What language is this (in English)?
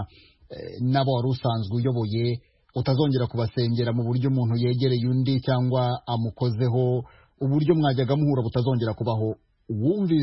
Kinyarwanda